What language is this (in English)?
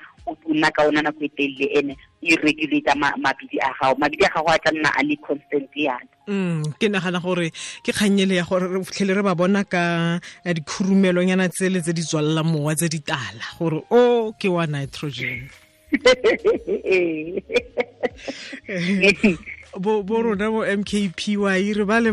Tswana